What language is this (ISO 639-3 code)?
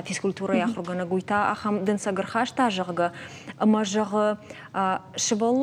oss